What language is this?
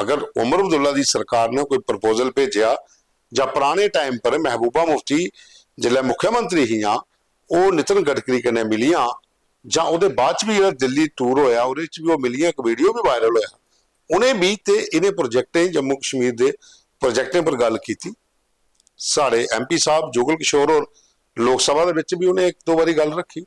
Dogri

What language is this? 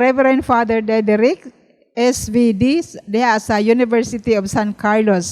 Cebuano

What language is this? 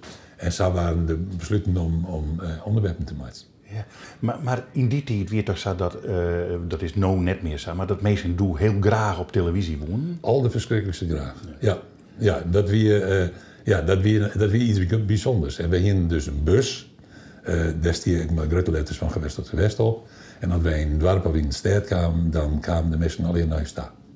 Western Frisian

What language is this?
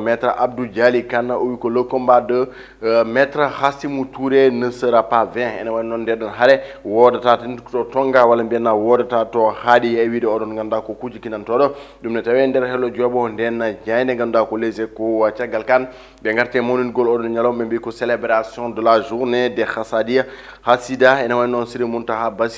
Fula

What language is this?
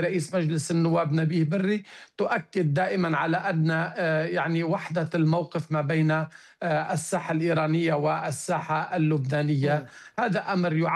Arabic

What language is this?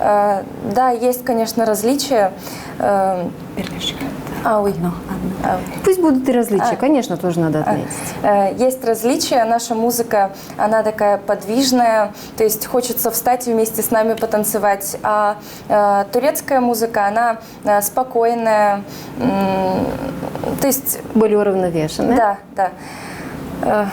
Gagauz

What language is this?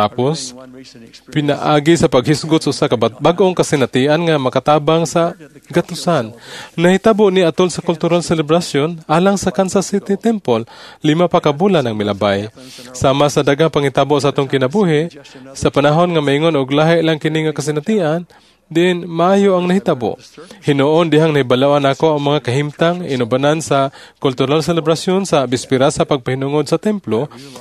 Cebuano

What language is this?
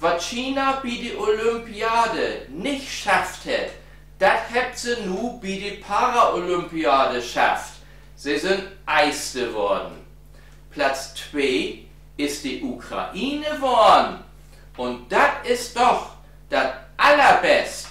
Low German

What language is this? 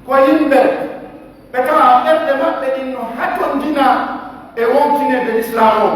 Pular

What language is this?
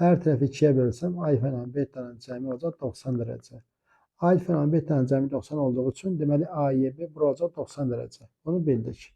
Azerbaijani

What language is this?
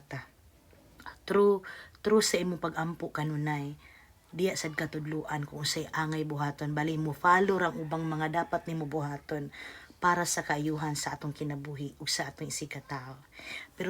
Cebuano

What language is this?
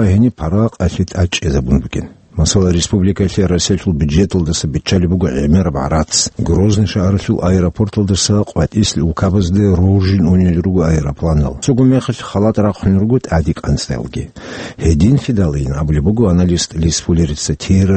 Avaric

